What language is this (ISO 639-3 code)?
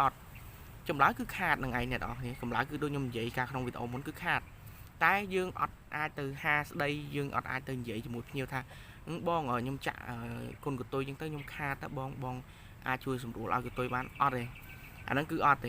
khm